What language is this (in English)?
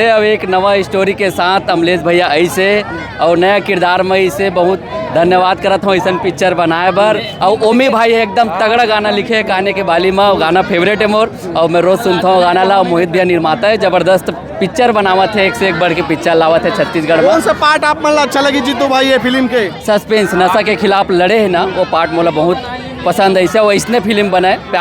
Chhattisgarhi